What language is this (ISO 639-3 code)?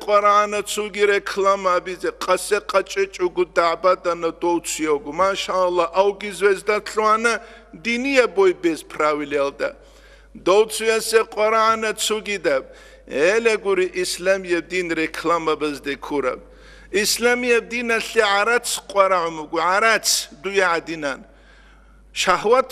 ava